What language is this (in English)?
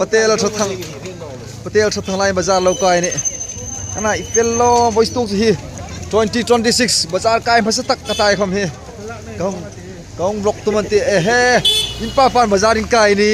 Hmar